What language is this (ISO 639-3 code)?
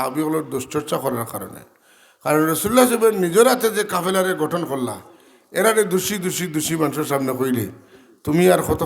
syl